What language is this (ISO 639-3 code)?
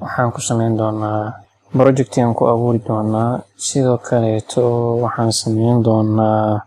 som